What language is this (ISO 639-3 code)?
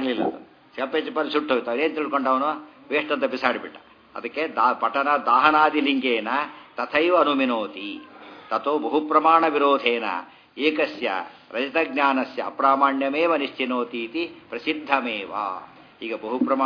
kan